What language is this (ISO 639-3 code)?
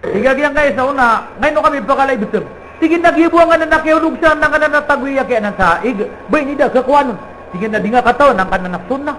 mrw